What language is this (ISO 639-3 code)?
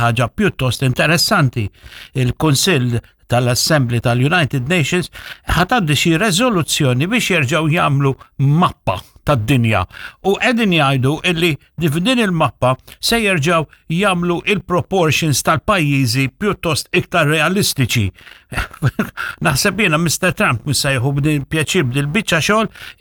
mlt